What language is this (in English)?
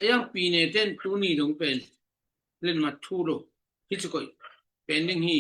Tedim Chin